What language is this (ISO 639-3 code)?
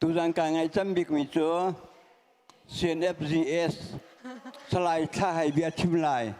cnh